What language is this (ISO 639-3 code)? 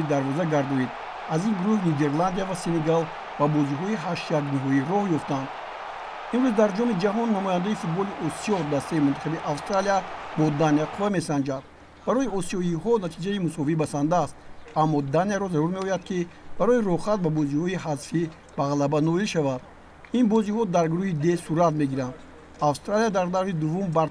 tgk